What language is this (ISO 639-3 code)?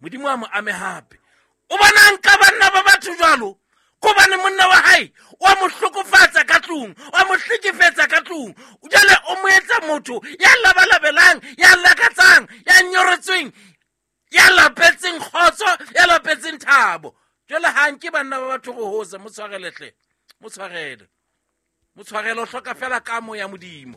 sot